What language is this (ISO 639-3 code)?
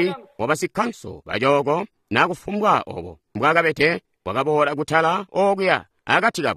toi